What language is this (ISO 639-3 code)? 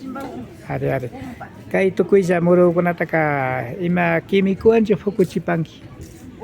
qvi